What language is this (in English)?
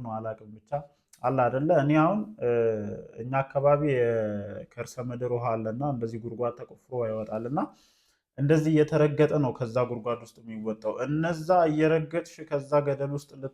Amharic